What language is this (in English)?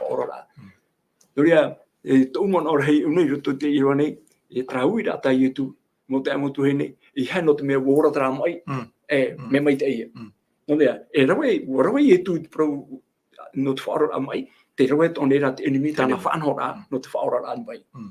Tahitian